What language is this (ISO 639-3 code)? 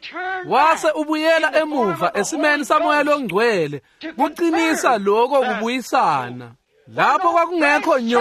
ssw